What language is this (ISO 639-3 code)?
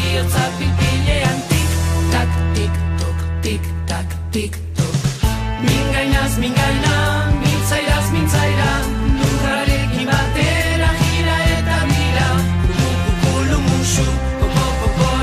eus